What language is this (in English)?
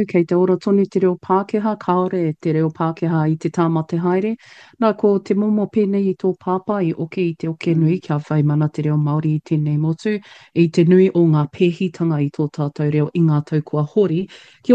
Māori